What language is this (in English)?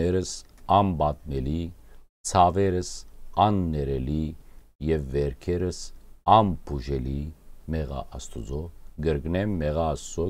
Western Armenian